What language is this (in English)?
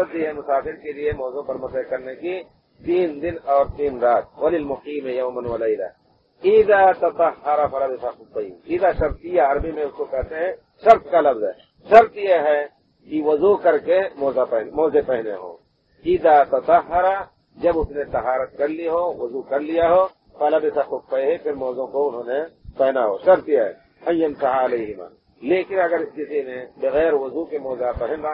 Urdu